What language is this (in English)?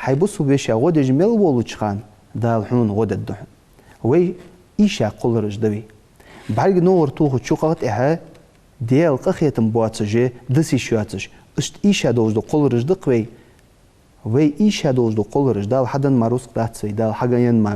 Ingush